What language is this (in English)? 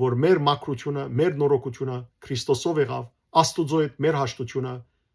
Western Armenian